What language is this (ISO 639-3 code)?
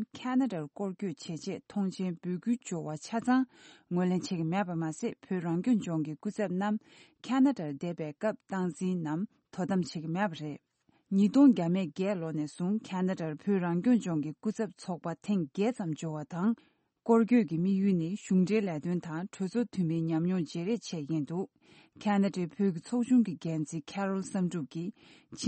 bod